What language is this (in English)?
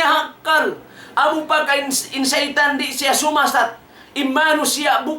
Tausug